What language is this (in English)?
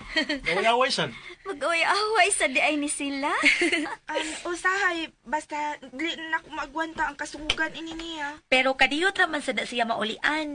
Cebuano